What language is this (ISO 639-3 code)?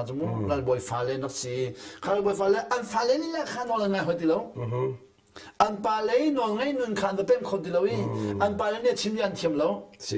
cnh